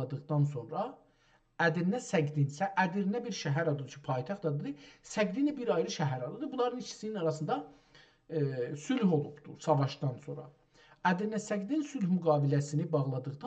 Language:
South Azerbaijani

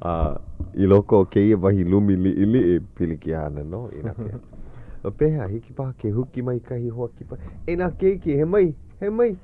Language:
Hawaiian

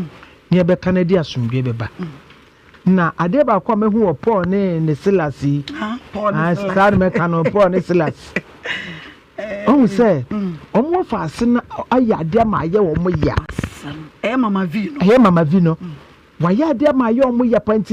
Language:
Akan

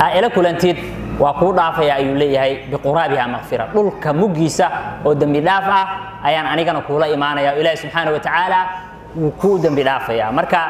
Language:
Somali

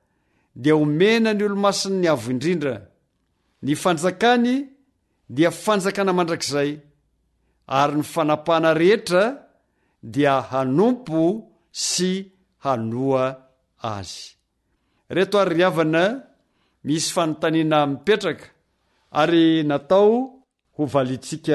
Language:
Malagasy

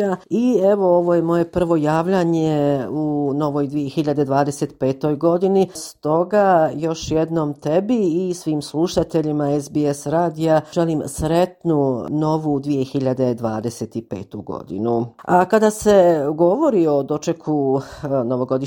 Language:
Croatian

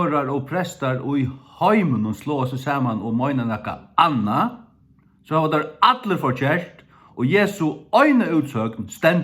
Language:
Faroese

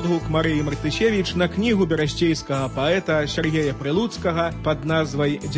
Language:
Belarusian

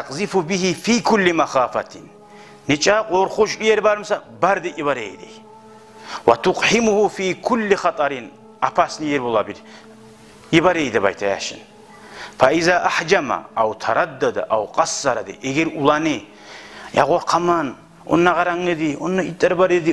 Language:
Kumyk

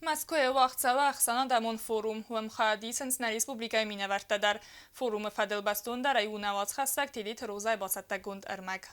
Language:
Ossetic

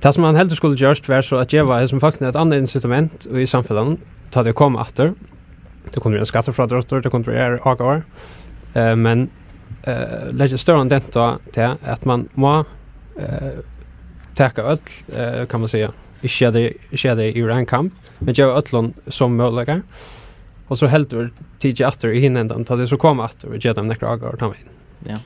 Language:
Faroese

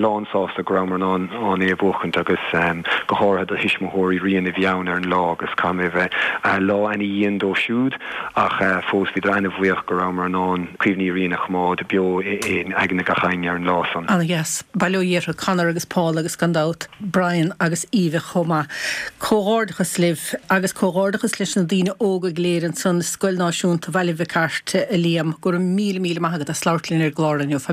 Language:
Irish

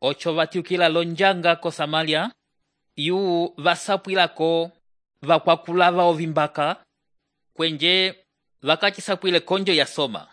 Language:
Umbundu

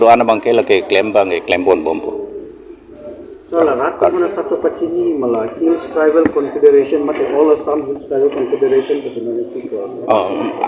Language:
Karbi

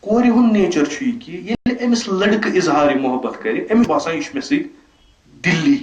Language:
Kashmiri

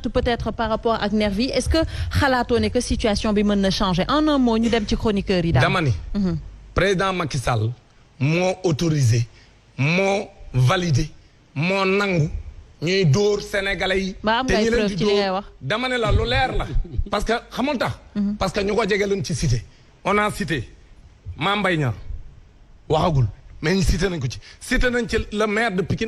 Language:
Wolof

